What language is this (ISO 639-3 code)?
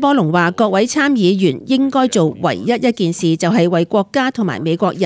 yue